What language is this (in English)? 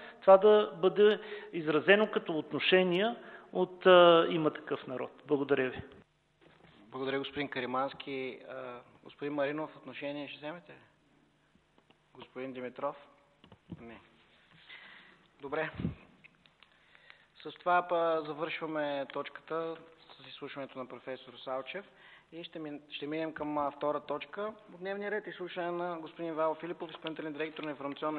Bulgarian